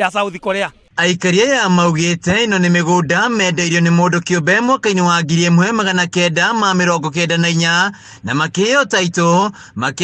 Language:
Kikuyu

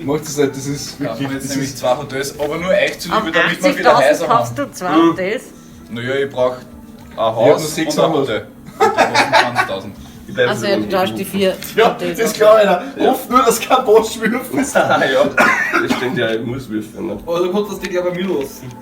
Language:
Bavarian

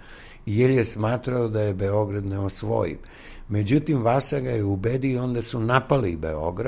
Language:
Serbian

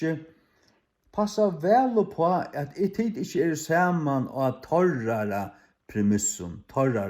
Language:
Faroese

